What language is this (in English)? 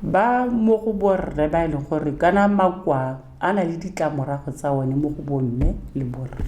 Tswana